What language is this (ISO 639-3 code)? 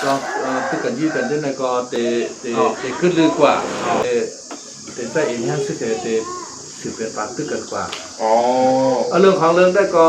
shn